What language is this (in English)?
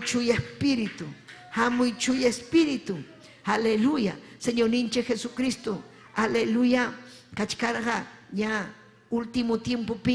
Ayacucho Quechua